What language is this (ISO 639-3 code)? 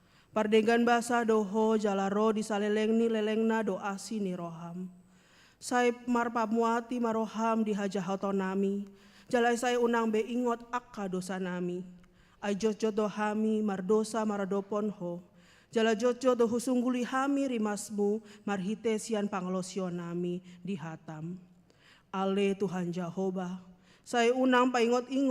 bbc